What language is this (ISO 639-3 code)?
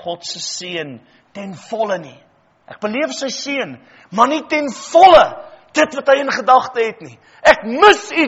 afr